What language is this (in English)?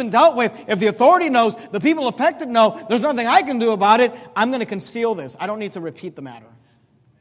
English